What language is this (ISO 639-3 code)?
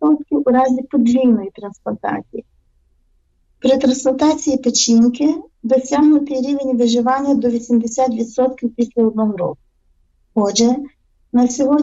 ukr